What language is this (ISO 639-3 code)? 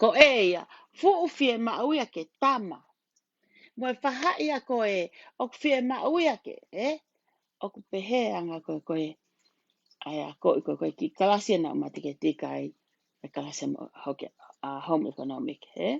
ton